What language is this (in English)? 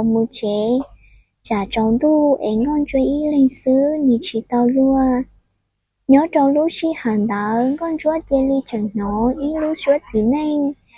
Hmong